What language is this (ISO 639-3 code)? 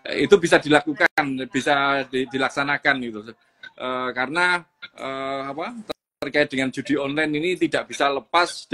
ind